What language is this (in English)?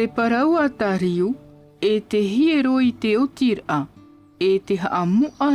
Tahitian